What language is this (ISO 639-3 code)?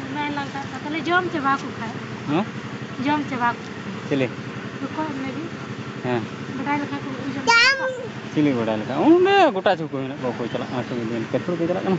sat